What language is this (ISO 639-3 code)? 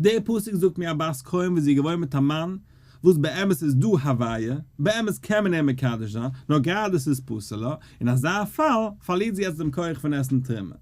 yid